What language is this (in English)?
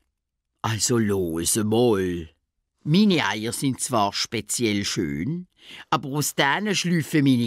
Swiss German